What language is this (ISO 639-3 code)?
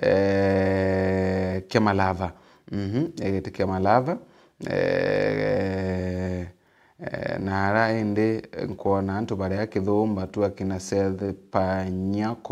mer